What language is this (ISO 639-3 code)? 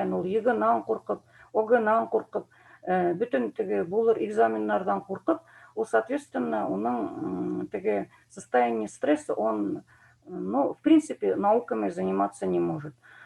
bak